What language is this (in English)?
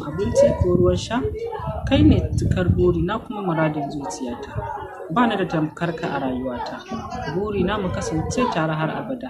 Hausa